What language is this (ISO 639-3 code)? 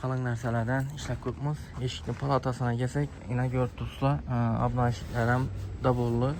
uzb